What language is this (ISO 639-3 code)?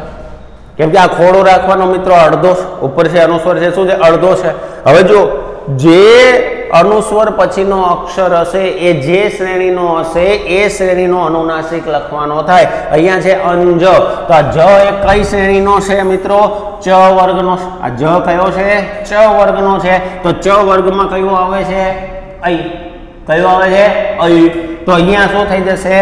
guj